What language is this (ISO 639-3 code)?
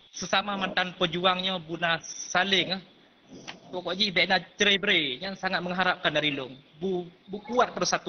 ace